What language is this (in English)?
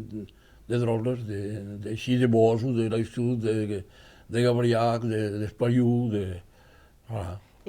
Occitan